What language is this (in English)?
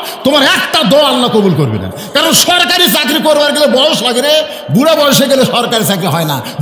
Bangla